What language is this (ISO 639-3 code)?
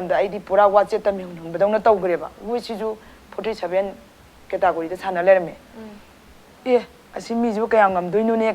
mni